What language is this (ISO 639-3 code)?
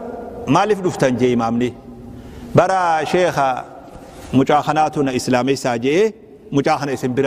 orm